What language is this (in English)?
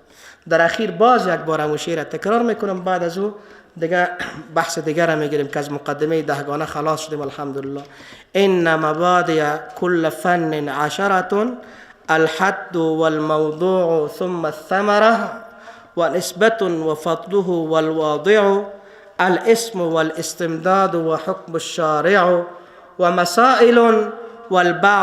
Persian